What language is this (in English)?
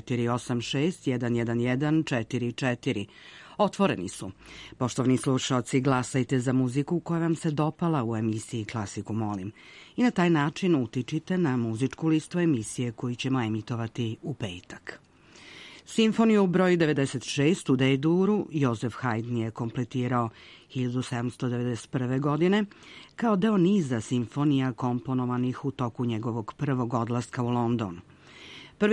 Serbian